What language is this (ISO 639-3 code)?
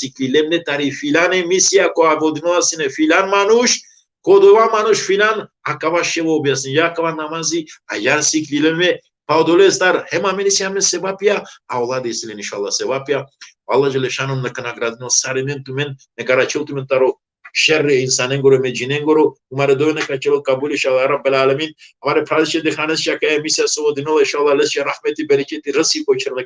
rmn